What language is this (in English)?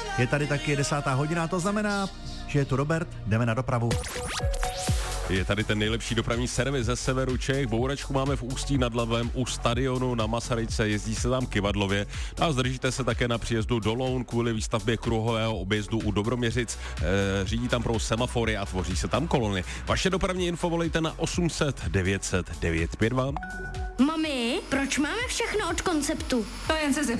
Czech